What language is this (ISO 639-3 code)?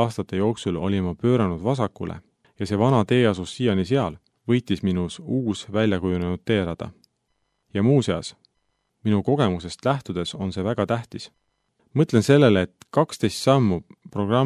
est